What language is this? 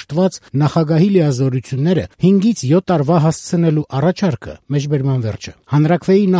Armenian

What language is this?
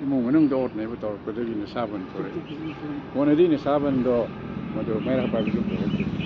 Manipuri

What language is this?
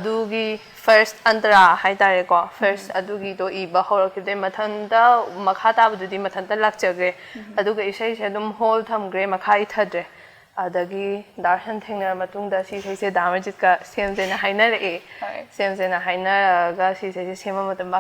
Manipuri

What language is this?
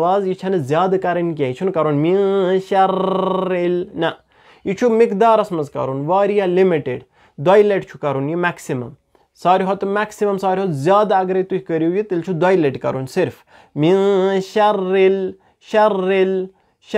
Kashmiri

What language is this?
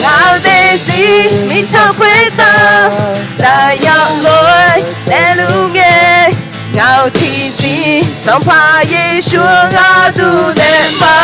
Akha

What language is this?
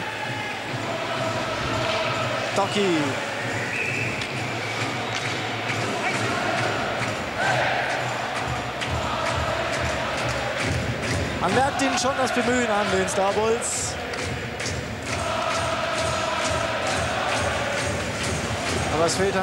German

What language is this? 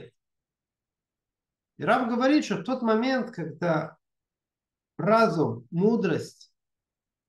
Russian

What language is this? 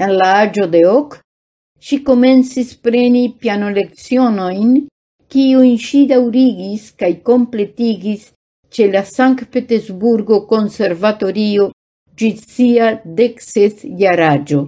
Esperanto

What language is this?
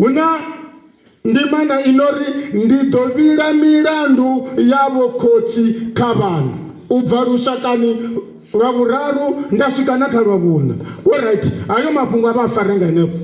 Venda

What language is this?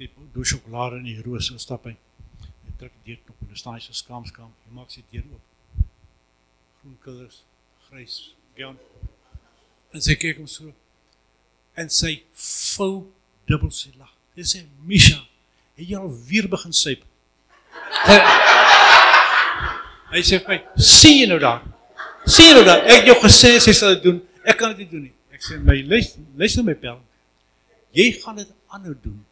Afrikaans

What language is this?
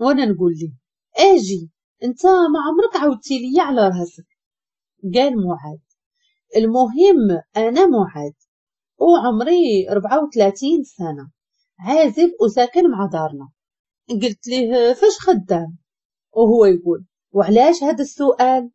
Moroccan Arabic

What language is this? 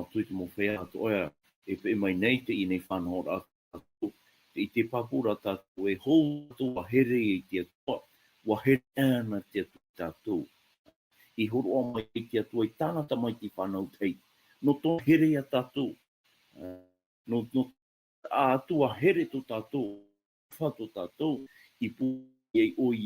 Tahitian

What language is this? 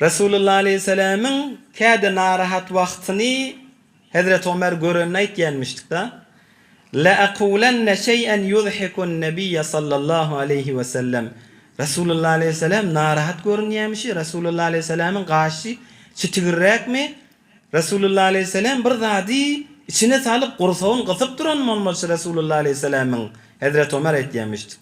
Turkmen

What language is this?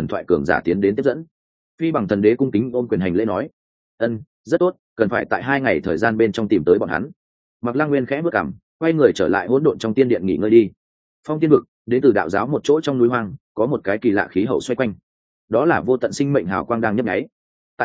Vietnamese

